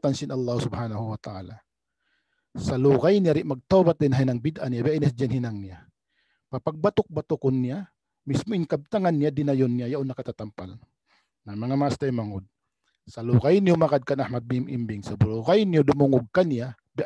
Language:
Tausug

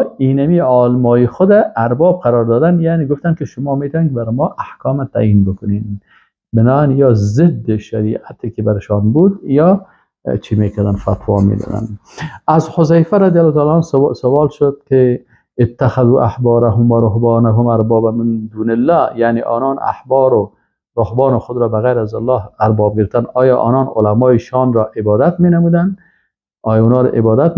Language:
Persian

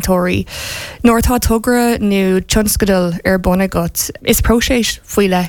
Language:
Irish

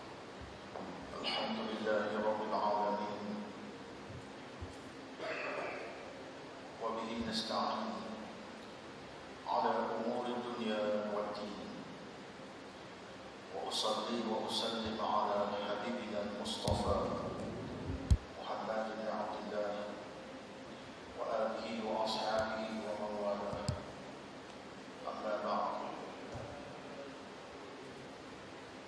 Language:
Malay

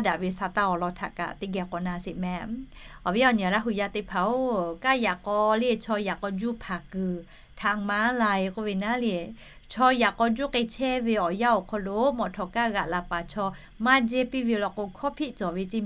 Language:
Lahu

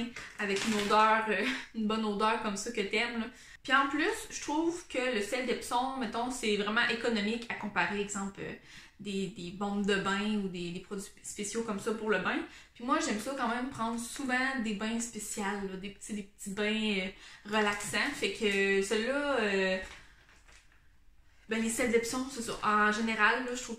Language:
French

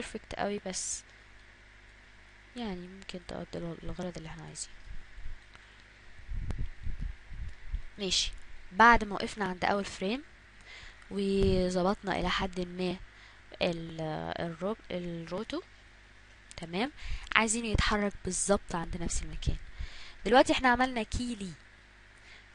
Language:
Egyptian Arabic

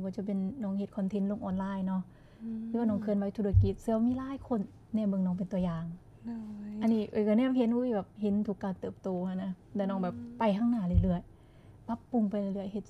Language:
Lao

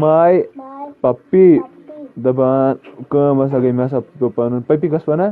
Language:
Kashmiri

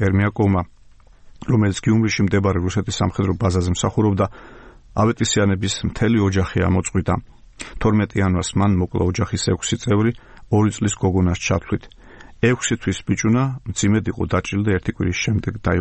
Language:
Georgian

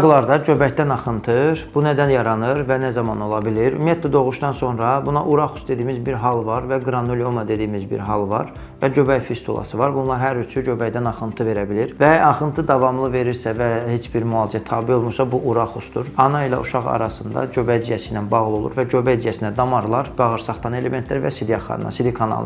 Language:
Azerbaijani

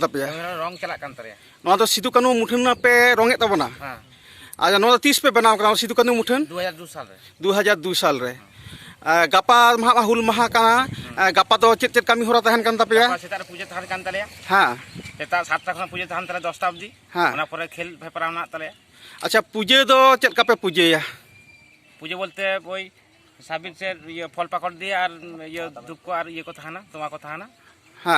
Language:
Santali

